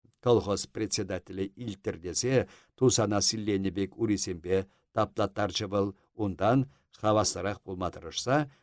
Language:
Chuvash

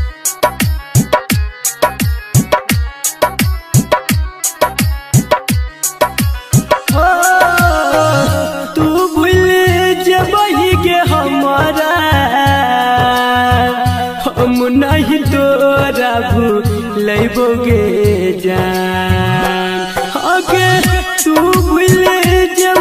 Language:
Bhojpuri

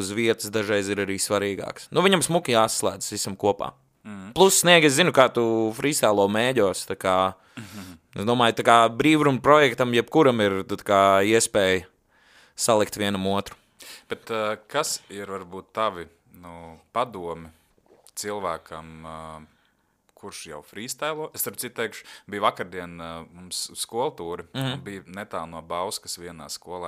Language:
Latvian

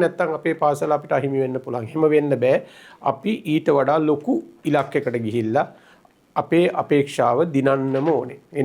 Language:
Sinhala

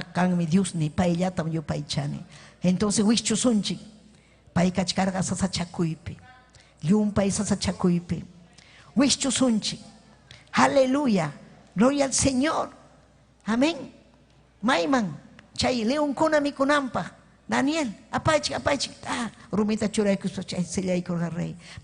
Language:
Ayacucho Quechua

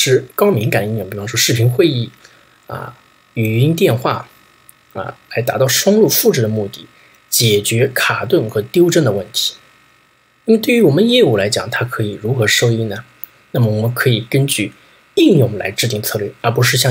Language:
Chinese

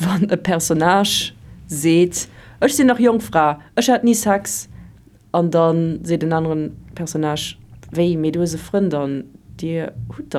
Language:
Luxembourgish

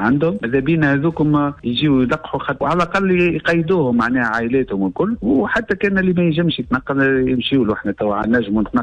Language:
Tunisian Arabic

